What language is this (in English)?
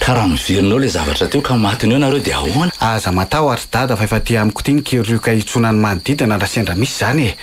Malagasy